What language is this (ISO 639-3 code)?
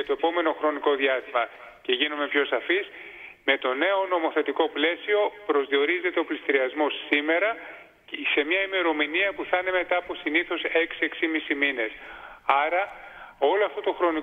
ell